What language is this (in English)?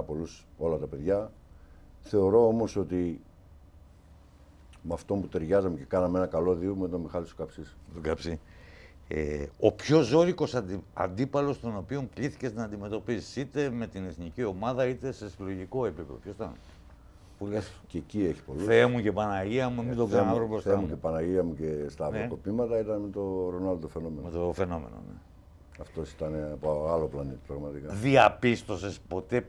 Greek